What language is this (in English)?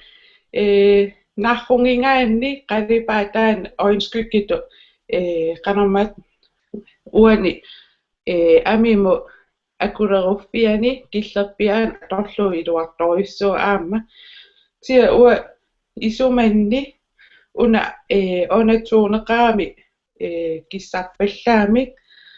Kalaallisut